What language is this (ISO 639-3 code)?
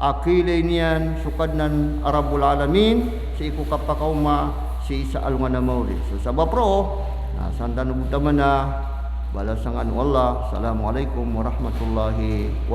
mrw